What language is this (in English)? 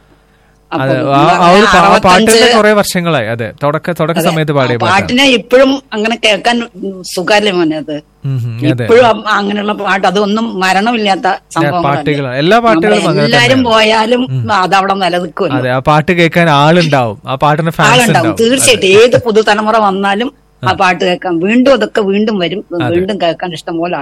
Malayalam